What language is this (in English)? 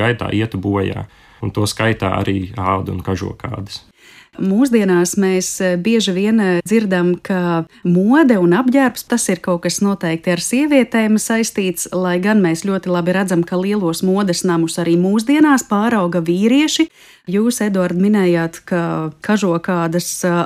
Latvian